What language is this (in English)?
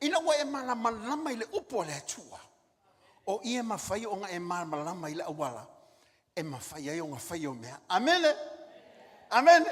Samoan